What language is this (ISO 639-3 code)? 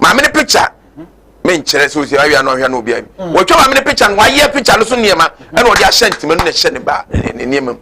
aka